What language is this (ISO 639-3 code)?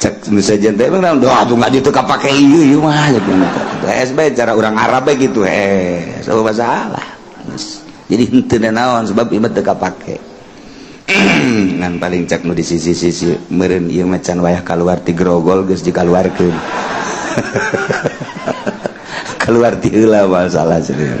sun